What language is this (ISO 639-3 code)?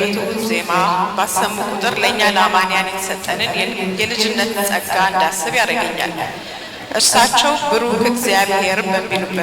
amh